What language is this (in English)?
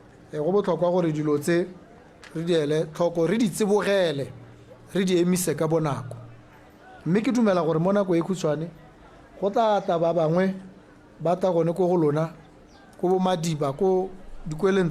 Tswana